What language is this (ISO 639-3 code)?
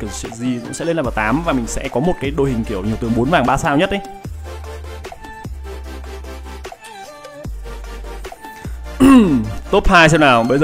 vie